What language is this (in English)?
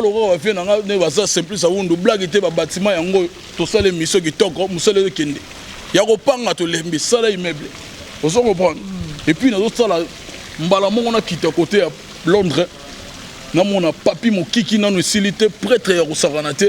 Lingala